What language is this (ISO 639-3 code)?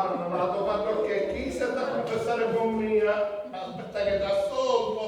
scn